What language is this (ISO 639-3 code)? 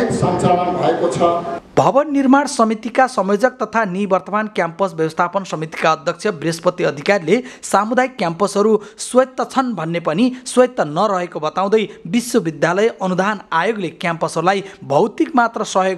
nep